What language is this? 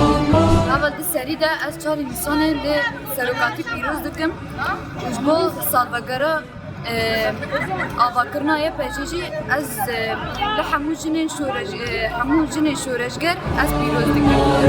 Kurdish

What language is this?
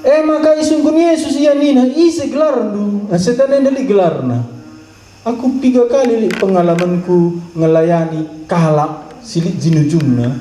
Batak Karo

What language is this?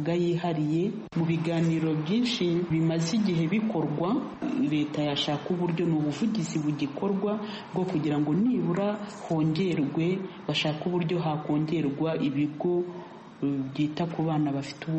Kinyarwanda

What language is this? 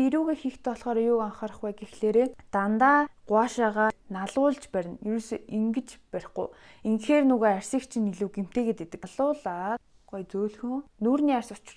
Mongolian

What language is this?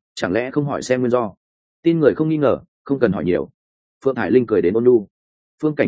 Vietnamese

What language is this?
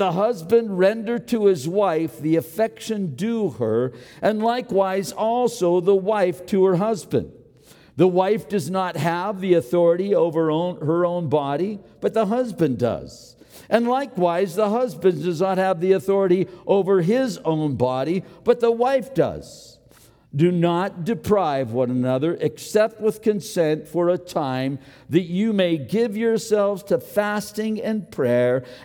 English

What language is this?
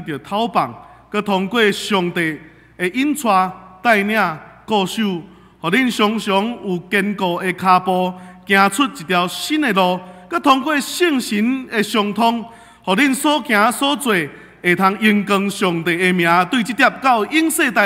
Min Nan Chinese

